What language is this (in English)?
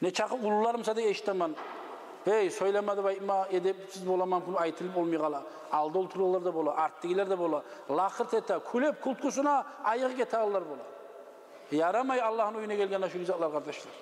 Kumyk